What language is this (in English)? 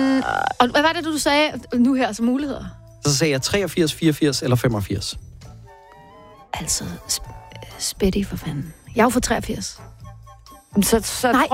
Danish